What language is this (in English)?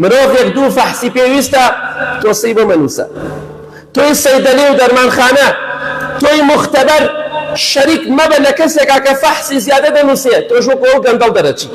Central Kurdish